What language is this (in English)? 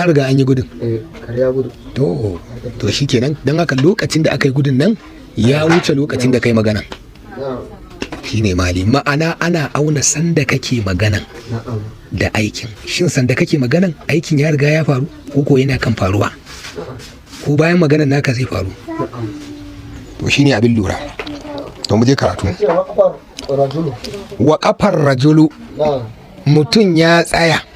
Hausa